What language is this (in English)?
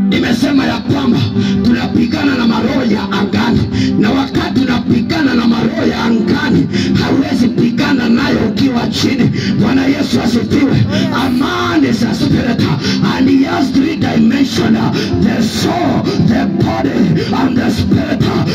Swahili